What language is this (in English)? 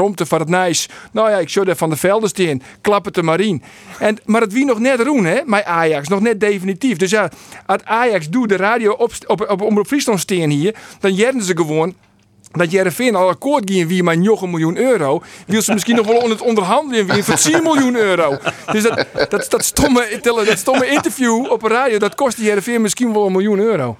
Western Frisian